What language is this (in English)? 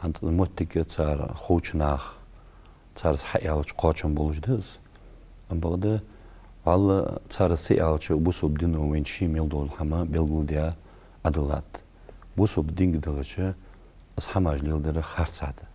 Ingush